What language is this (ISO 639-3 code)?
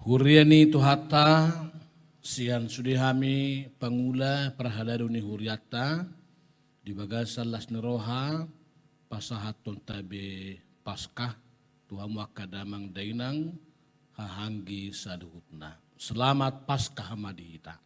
bbc